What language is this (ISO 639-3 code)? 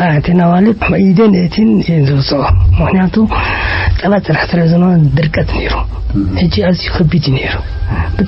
tir